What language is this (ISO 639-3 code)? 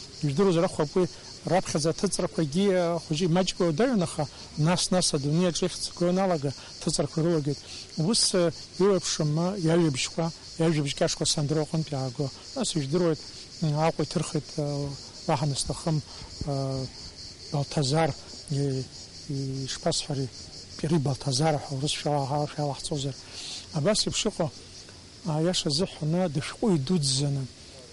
abk